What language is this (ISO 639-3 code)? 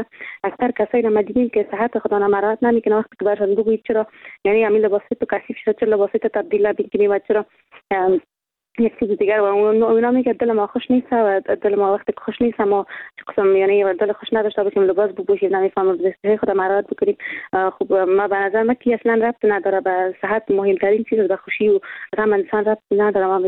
fas